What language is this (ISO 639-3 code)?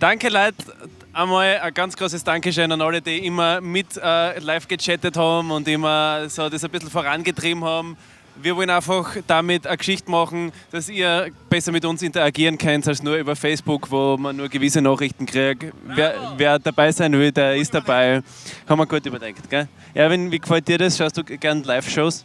bar